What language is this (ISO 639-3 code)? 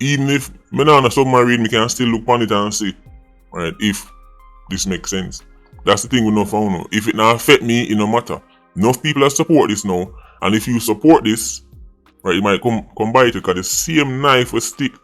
jam